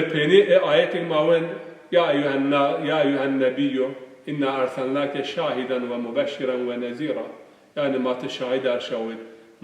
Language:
Zaza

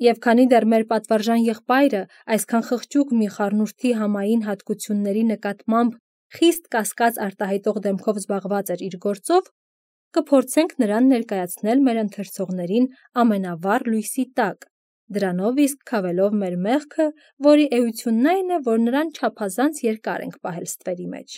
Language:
Armenian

